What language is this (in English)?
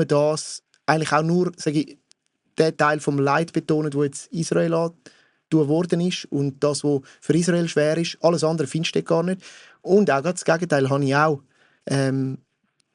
Swiss German